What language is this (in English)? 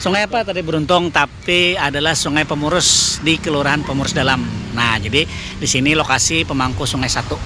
Banjar